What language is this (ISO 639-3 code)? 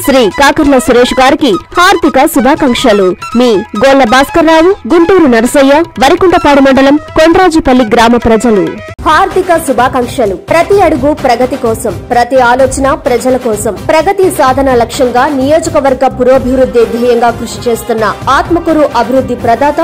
tel